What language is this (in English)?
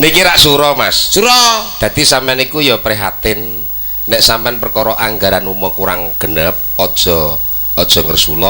Javanese